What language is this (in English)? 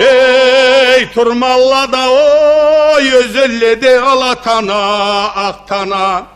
Karachay-Balkar